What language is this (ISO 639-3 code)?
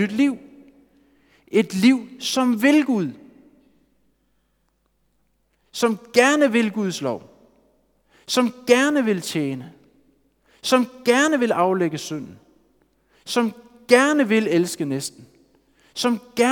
dan